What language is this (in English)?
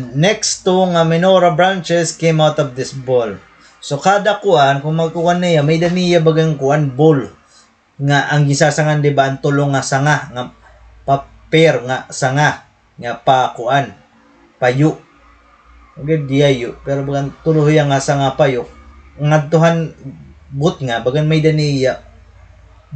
Waray